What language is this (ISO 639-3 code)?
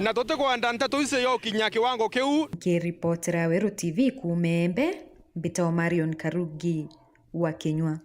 mer